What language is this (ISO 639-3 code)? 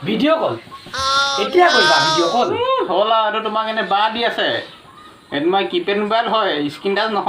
asm